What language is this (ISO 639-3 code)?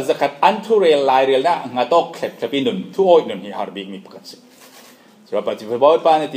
cfm